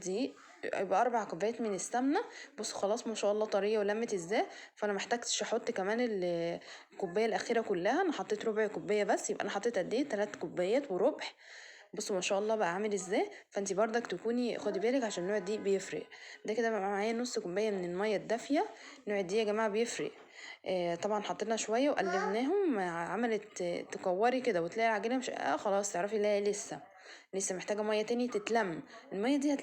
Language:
Egyptian Arabic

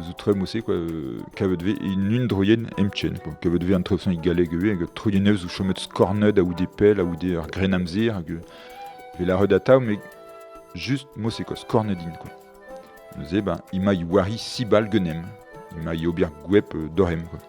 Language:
Breton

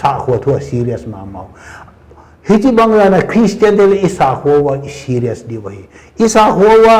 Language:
Paite Chin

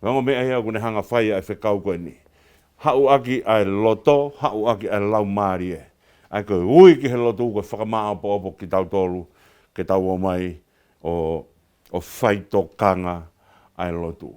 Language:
Tongan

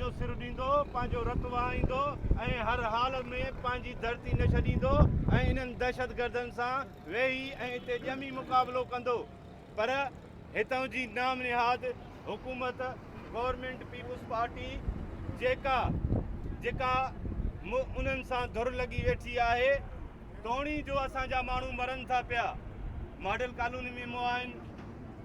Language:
Sindhi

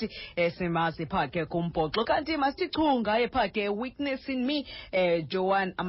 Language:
Xhosa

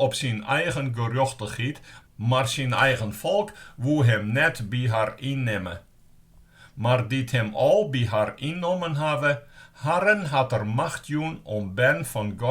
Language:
Western Frisian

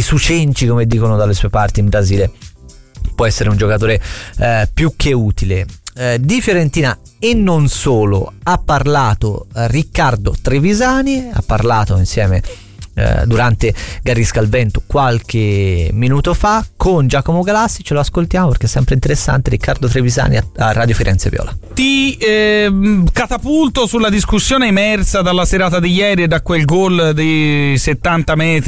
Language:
Italian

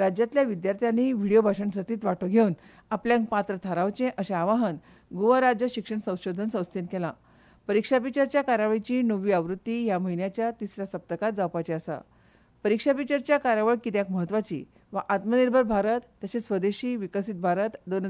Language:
Konkani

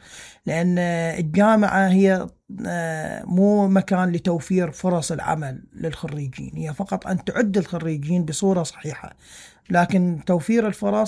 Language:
Mesopotamian Arabic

